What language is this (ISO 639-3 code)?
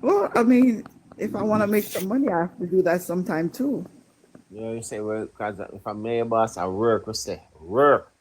jam